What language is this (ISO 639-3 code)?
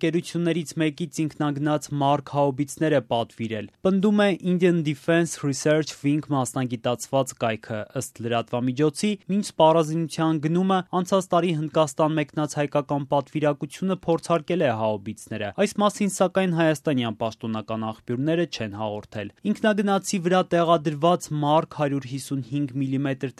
hye